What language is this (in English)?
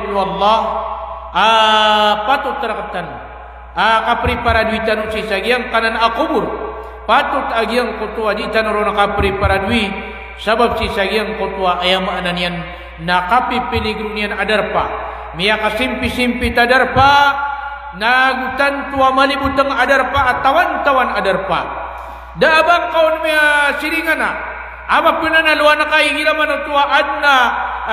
Maranao